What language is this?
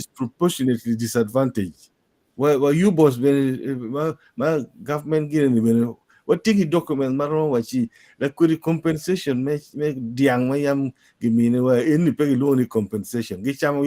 Acoli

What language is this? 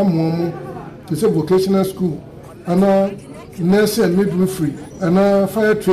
Akan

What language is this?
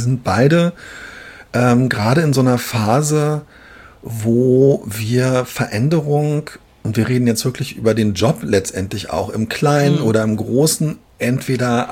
German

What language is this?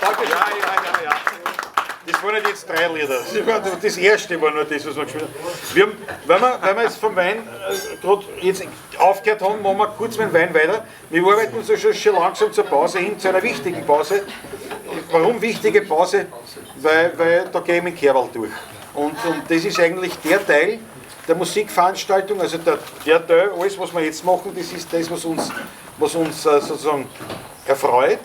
Bavarian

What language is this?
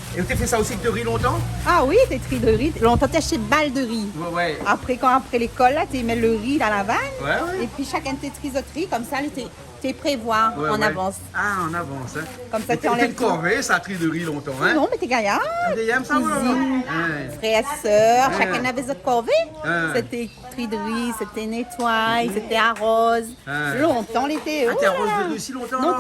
Réunion Creole French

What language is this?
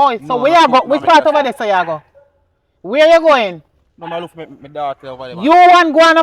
Jamaican Creole English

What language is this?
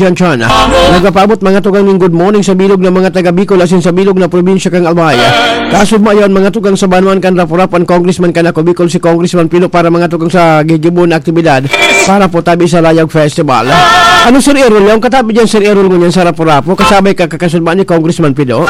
Bikol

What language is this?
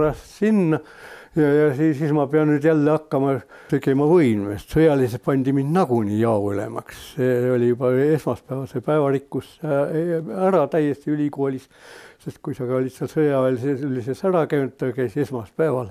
Estonian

